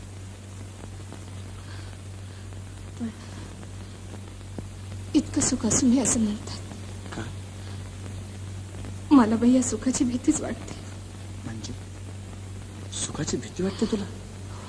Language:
Marathi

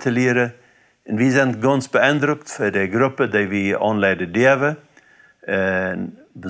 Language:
Plautdietsch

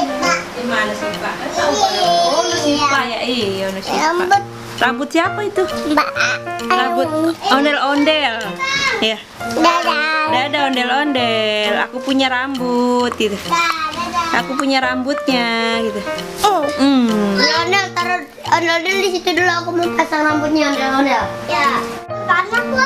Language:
Betawi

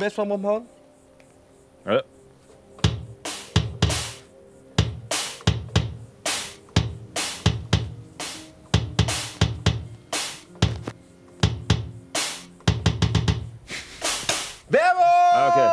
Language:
German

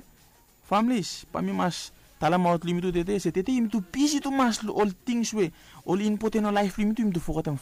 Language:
Bislama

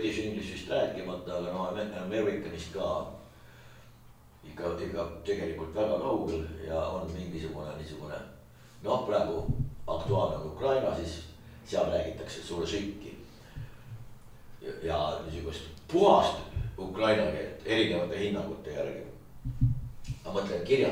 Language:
Estonian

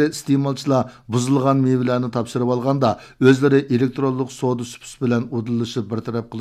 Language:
Uyghur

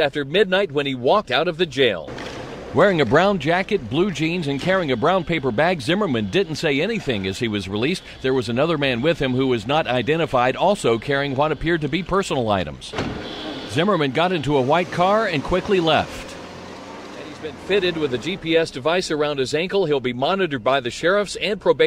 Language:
English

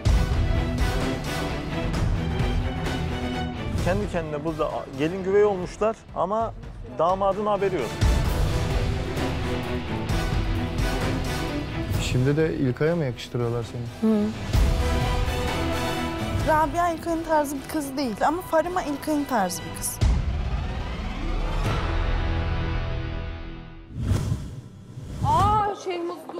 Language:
Turkish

